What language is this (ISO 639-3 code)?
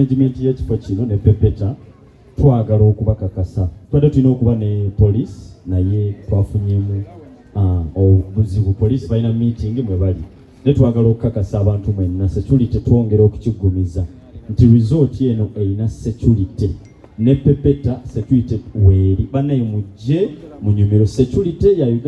lug